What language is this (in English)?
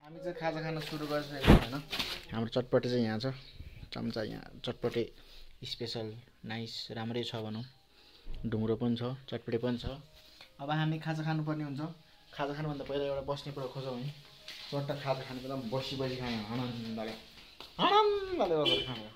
Nepali